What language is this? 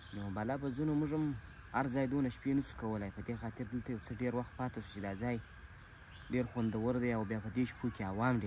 Pashto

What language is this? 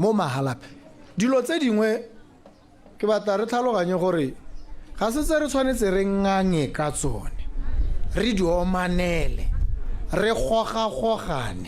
Tswana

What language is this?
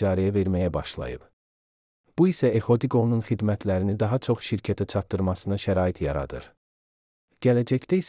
Azerbaijani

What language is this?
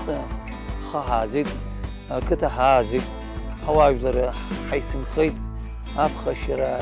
Abkhazian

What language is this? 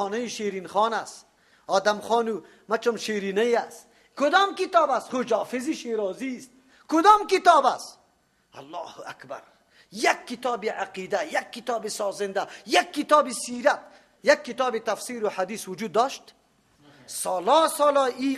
Persian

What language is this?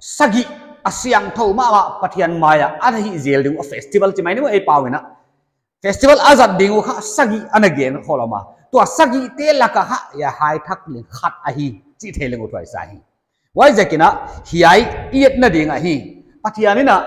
Paite Chin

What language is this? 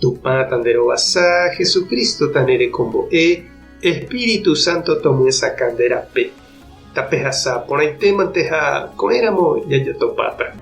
Guarani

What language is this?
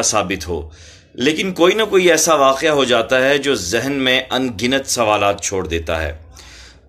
Urdu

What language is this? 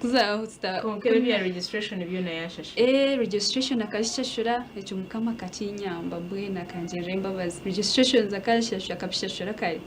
Nyankole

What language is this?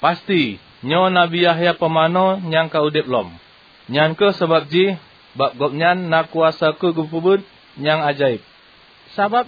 Achinese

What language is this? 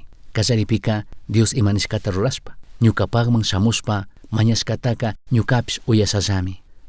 Chimborazo Highland Quichua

